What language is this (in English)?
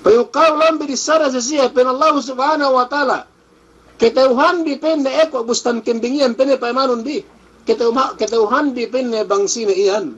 Yakan